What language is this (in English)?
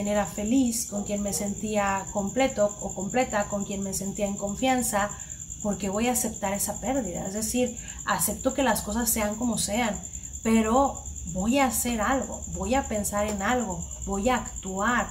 Spanish